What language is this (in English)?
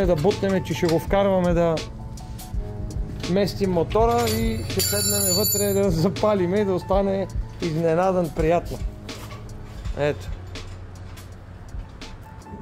Bulgarian